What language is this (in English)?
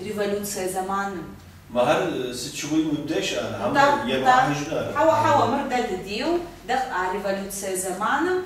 Kabardian